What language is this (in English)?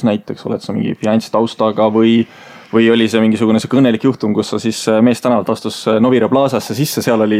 Estonian